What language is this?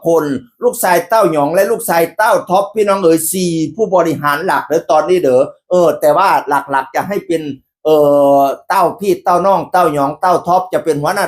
Northeastern Thai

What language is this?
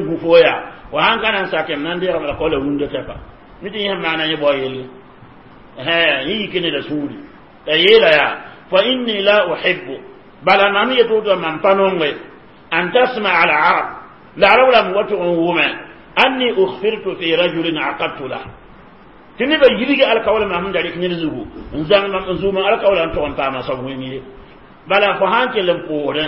Mossi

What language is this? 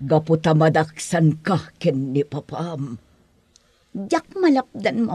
Iloko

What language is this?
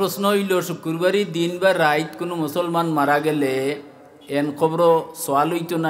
Sylheti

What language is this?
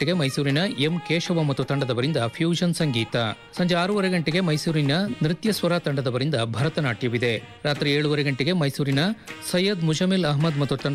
Kannada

